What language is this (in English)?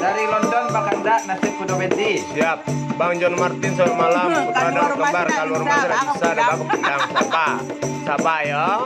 Minangkabau